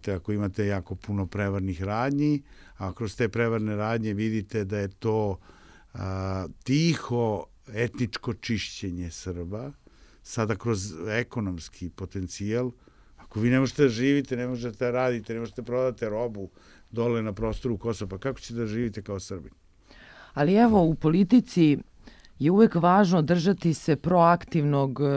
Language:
Serbian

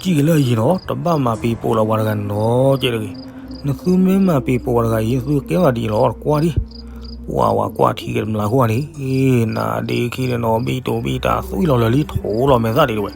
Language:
S'gaw Karen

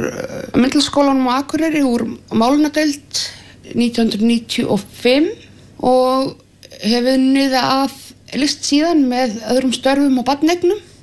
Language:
Icelandic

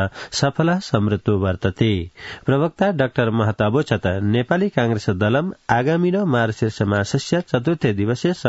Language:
Sanskrit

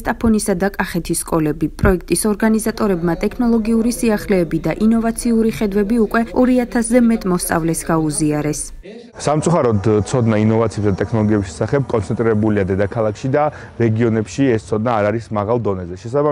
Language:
Georgian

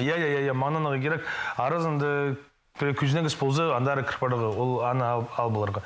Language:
Khakas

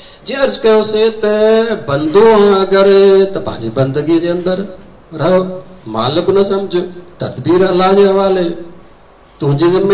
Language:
Sindhi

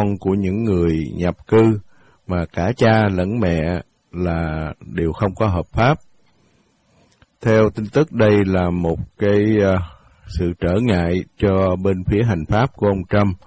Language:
Vietnamese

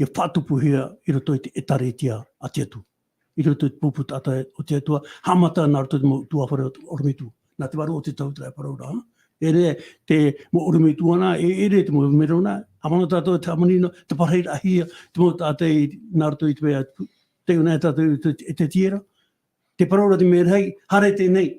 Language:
Tahitian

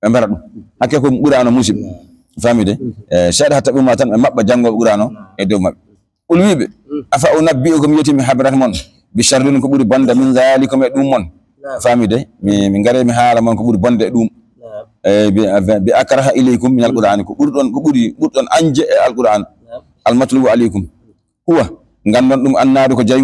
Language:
Fula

